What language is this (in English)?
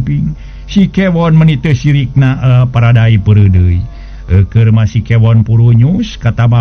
Sundanese